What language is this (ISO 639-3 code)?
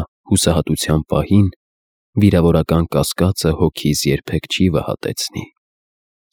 hye